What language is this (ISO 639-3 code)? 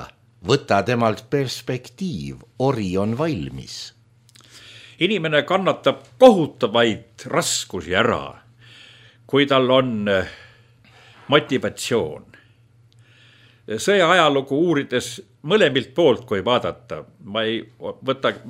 est